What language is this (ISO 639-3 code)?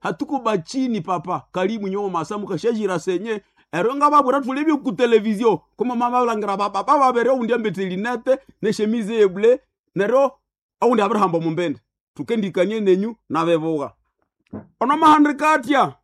nnb